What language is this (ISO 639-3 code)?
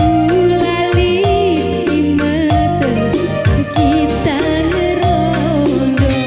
btx